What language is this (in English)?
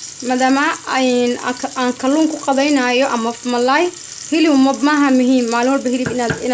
Somali